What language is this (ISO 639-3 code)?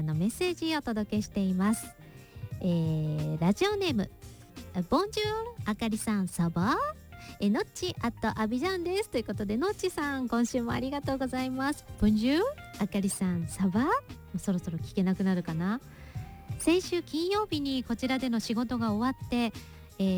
jpn